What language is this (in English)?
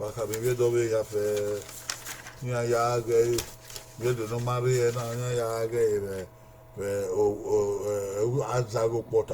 Bini